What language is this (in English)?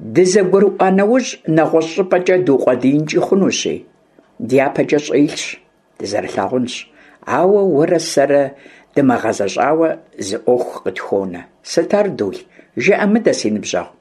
Kabardian